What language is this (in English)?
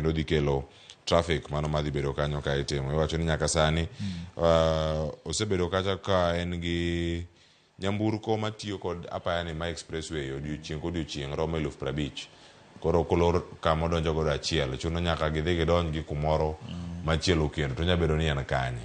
Luo (Kenya and Tanzania)